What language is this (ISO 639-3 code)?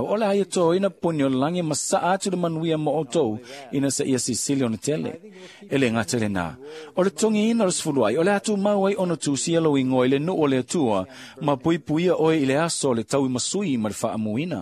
smo